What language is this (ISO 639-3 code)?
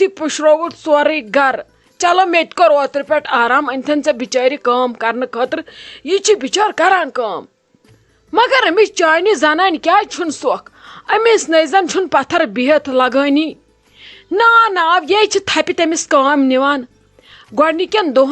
kas